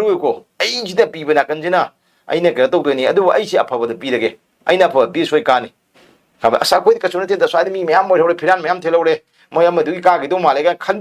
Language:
Manipuri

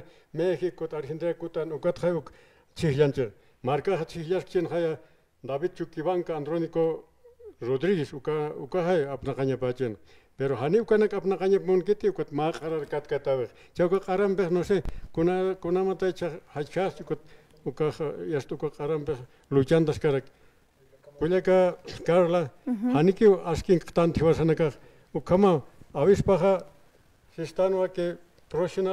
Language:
Aymara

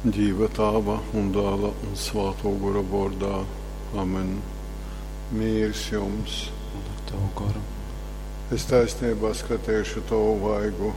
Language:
Latgalian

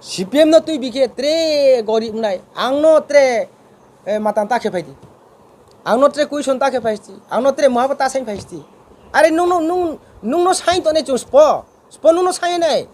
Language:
Riang (India)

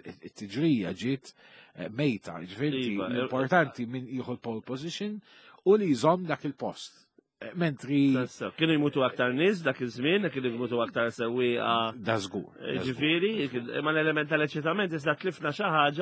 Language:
Maltese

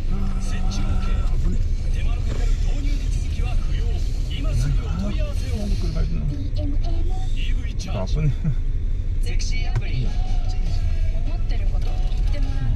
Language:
Japanese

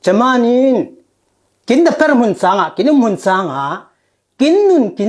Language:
Falam Chin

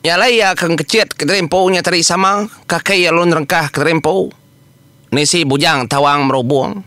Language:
Iban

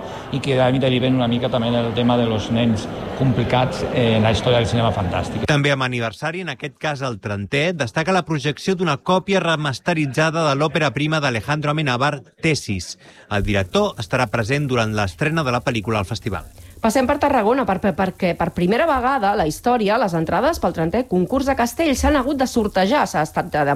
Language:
Catalan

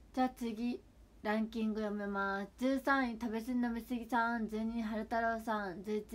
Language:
Japanese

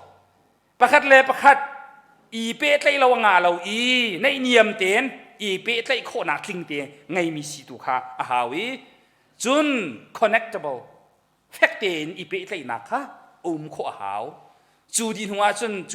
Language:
Hakha Chin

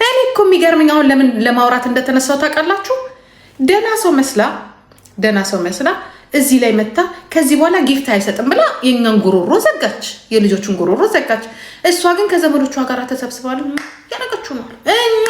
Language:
Amharic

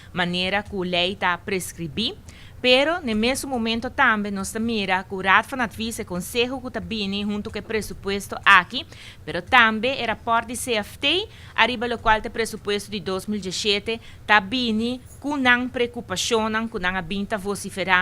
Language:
Papiamento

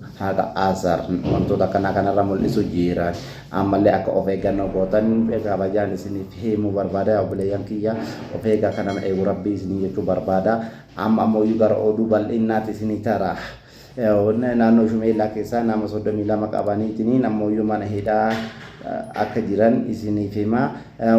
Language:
Oromo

